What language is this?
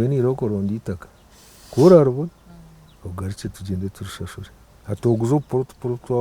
Nyankole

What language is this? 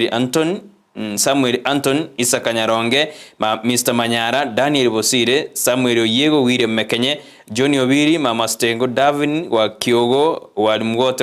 Gusii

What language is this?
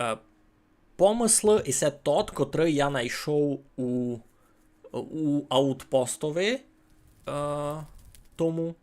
Rusyn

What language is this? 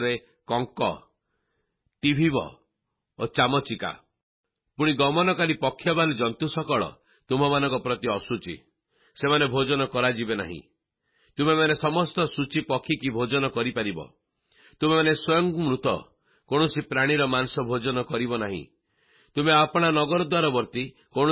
Odia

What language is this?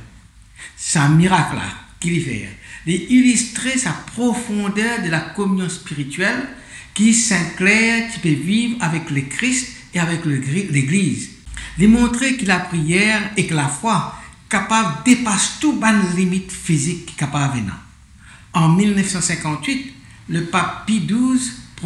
Morisyen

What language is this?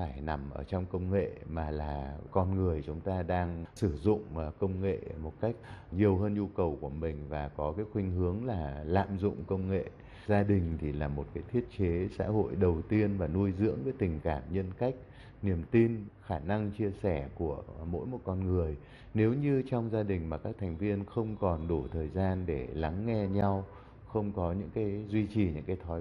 Vietnamese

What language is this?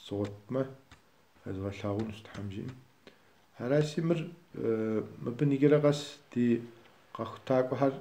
Kabardian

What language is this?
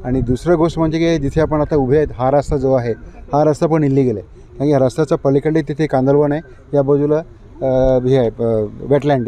Marathi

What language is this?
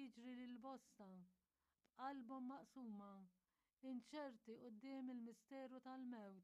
Maltese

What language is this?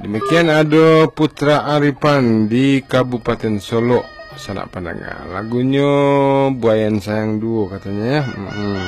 Minangkabau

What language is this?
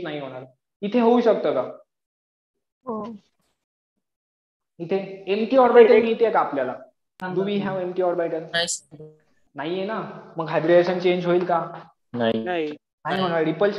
Marathi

